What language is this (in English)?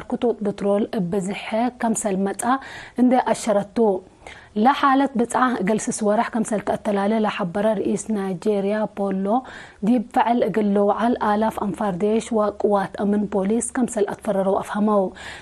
Tigre